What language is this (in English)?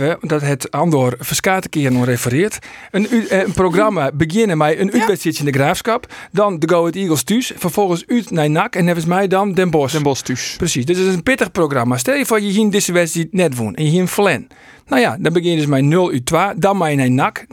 Western Frisian